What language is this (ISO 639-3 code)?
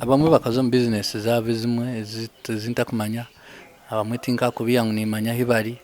nyn